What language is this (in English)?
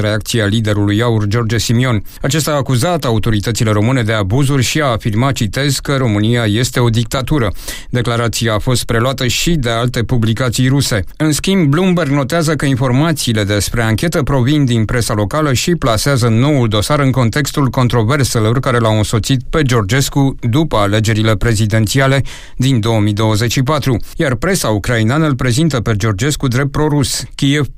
Romanian